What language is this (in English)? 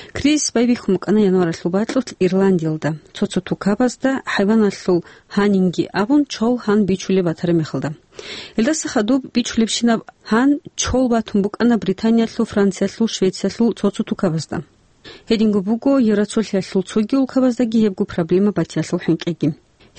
Avaric